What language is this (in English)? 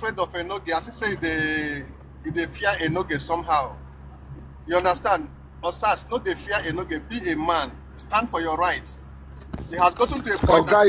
Nigerian Pidgin